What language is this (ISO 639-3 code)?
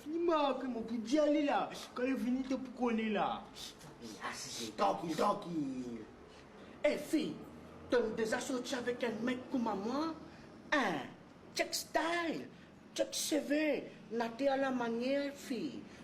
mfe